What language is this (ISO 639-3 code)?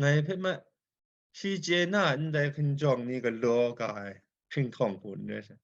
kac